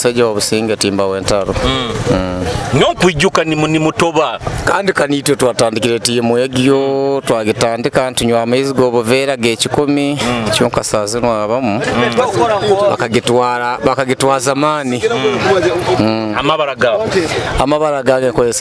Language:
Nyoro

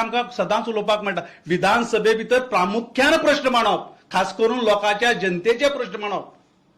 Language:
Konkani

